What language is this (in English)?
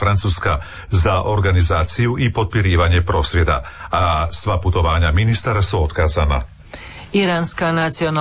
Croatian